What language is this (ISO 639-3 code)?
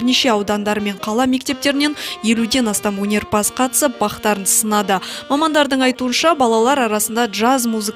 kaz